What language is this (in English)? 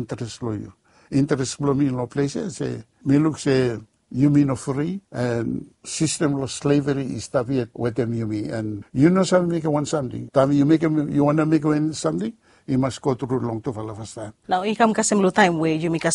Bislama